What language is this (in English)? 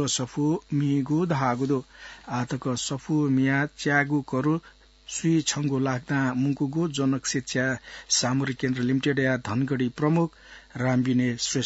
Newari